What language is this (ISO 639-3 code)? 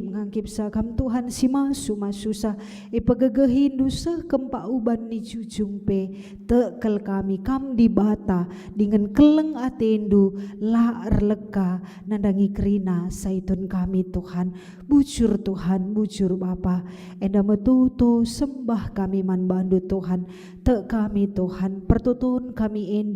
btx